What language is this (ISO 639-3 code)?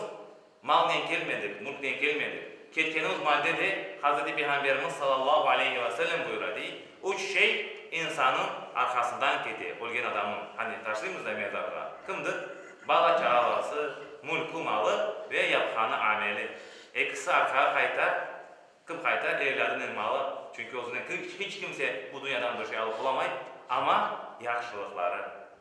crh